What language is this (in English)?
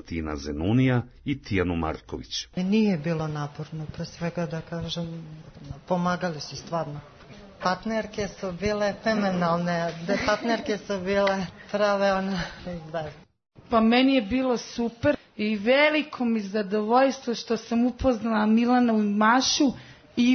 Serbian